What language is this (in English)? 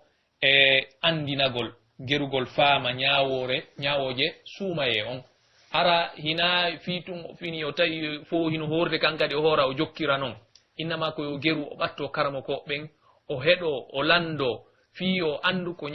Pular